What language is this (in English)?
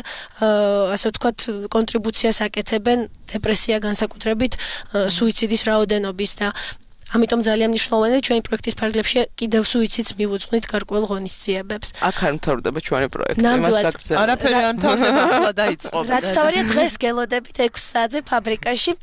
Georgian